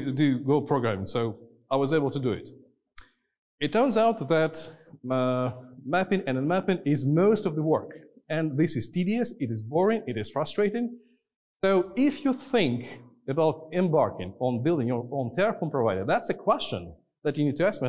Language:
English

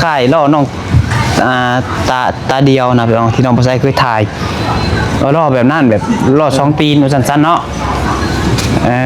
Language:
Lao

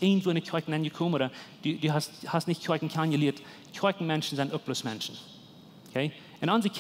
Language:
Plautdietsch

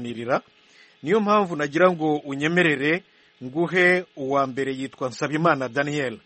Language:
Kinyarwanda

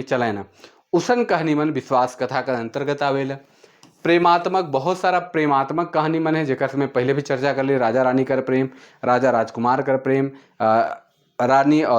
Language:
Sadri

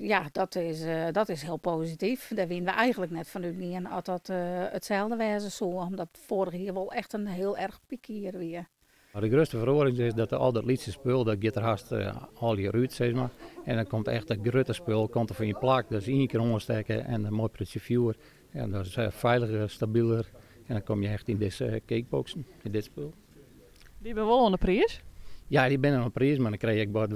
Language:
Western Frisian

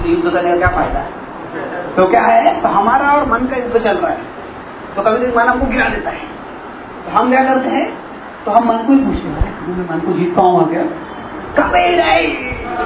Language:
Hindi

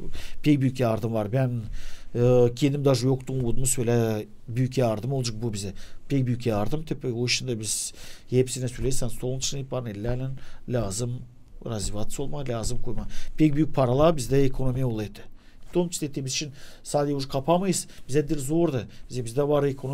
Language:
Gagauz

